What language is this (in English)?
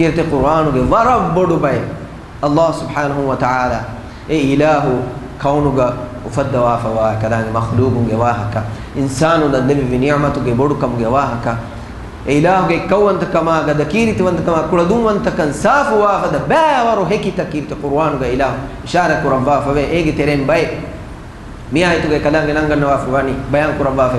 Divehi